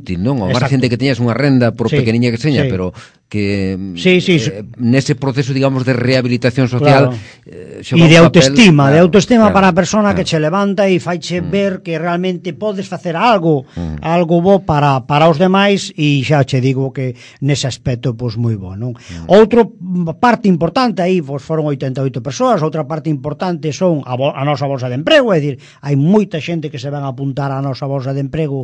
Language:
Galician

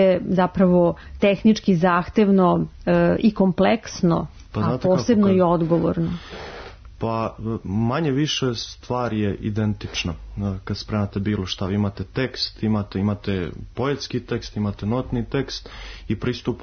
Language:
Serbian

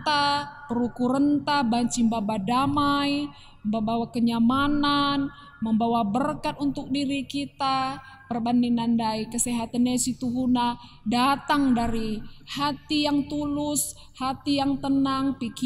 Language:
Batak Karo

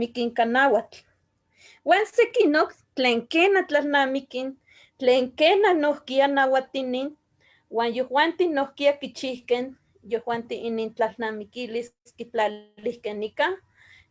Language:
Eastern Huasteca Nahuatl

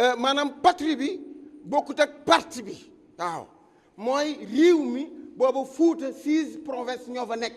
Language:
Wolof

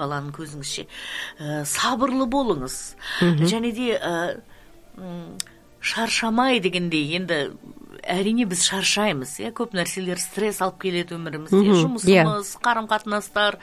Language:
Kazakh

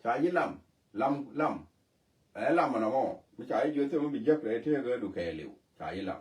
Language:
Nuer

